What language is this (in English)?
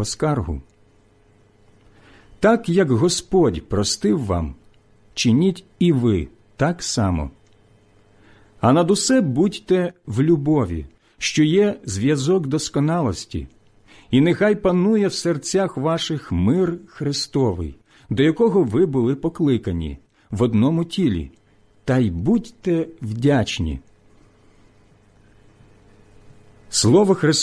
Ukrainian